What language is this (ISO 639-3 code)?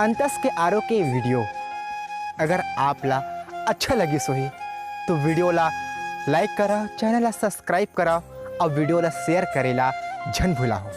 hne